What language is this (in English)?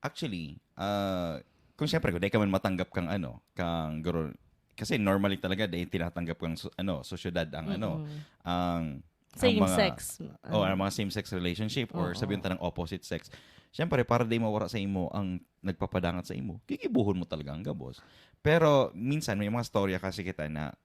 Bikol